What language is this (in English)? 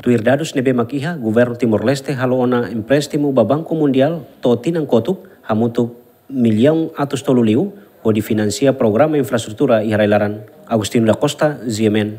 Tetum